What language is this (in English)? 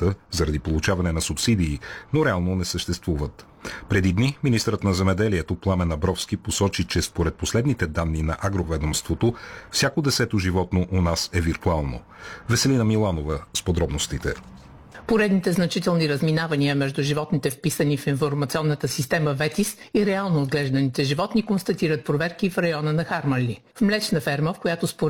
Bulgarian